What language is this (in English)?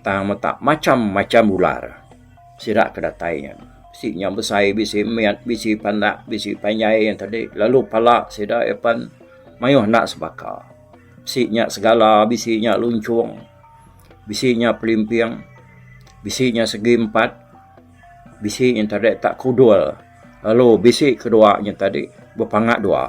Iban